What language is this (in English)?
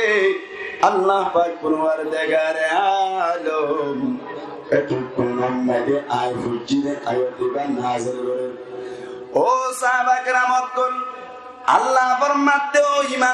Rohingya